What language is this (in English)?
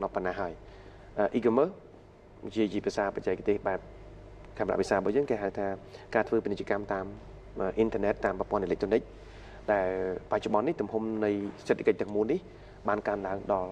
Khmer